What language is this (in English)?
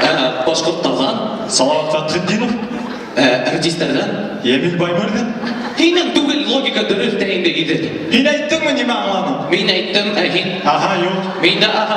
Bashkir